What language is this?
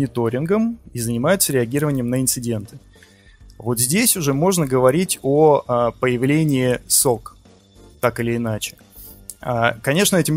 Russian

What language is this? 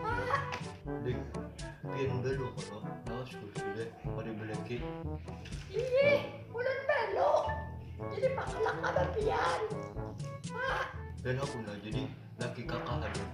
Banjar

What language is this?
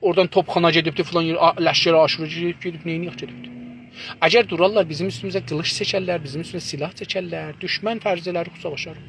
South Azerbaijani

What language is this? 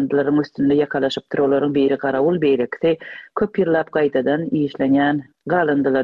Turkmen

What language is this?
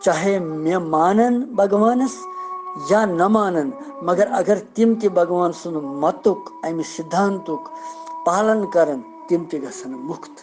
Kashmiri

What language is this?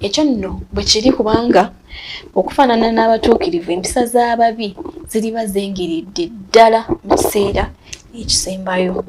Ganda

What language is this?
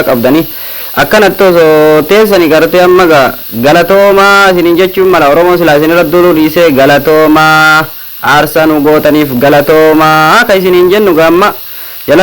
Oromo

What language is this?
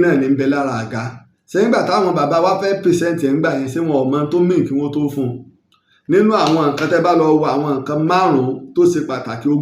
Yoruba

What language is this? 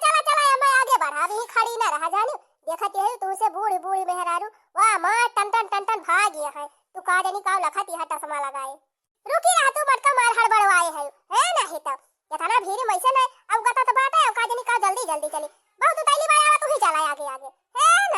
Awadhi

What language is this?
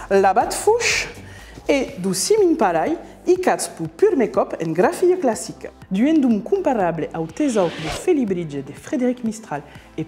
Occitan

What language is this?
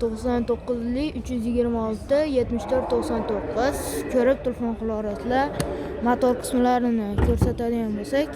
Uzbek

